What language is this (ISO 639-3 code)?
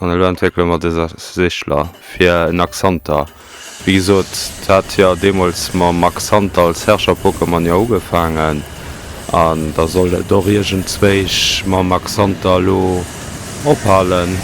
ltz